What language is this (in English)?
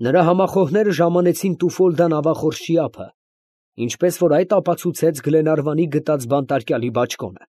Armenian